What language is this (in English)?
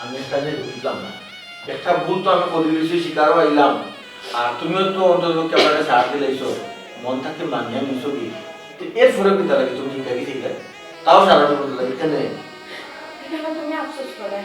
Sylheti